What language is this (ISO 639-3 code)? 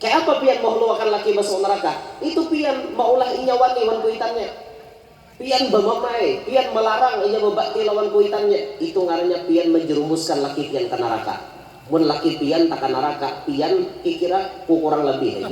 bjn